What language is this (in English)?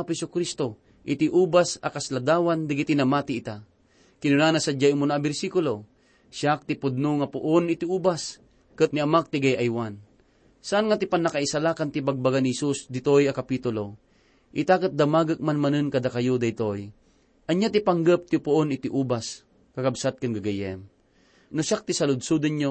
Iloko